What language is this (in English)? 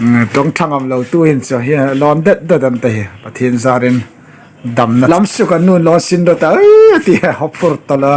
Hmar